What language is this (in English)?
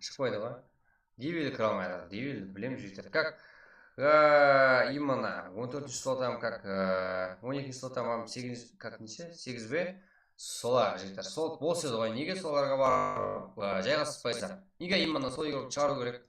Kara-Kalpak